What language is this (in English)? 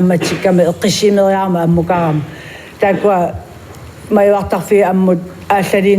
Kalaallisut